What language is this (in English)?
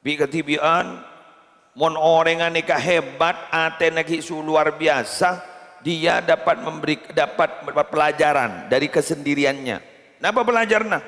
Madurese